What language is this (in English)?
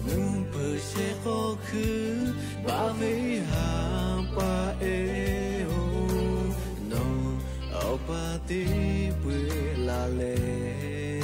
Lahu